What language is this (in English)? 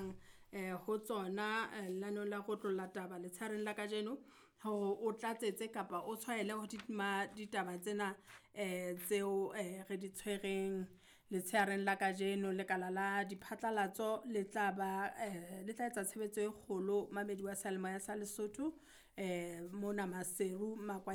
Southern Sotho